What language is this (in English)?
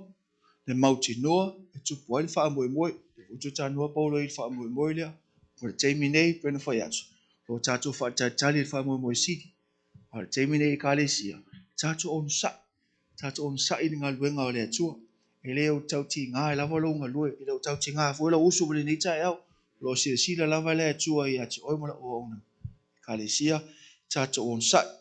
Samoan